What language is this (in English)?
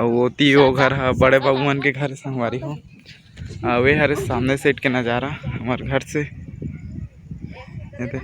Chhattisgarhi